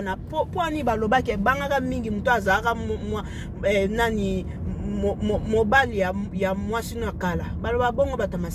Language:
Lingala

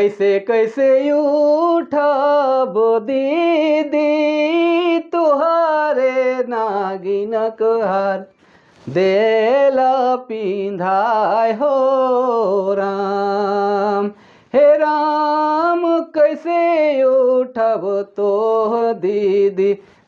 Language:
Sadri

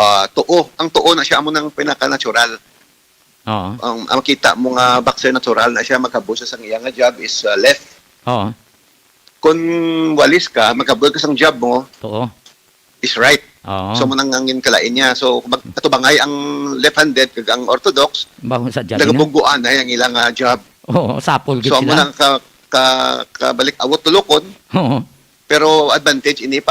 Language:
Hiligaynon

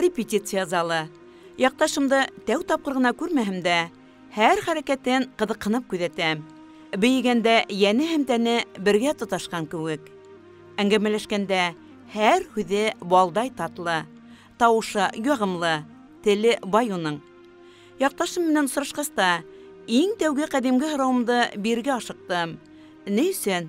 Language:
Bashkir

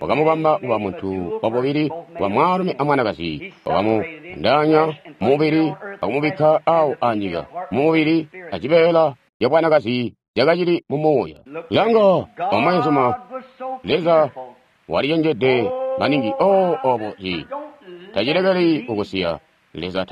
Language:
Tonga (Zambia)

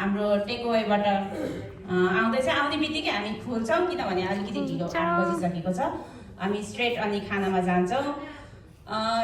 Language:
Nepali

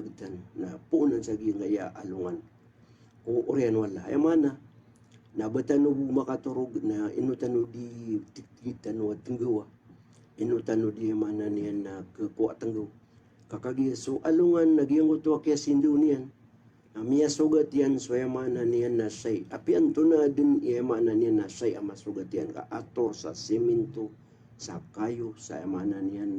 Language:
Maranao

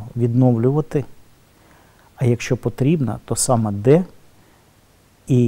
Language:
Ukrainian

